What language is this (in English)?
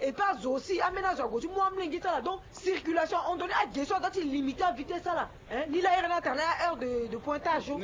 Sango